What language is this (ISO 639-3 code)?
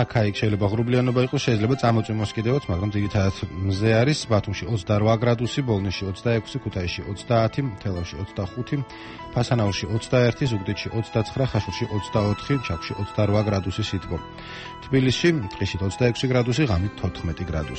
kat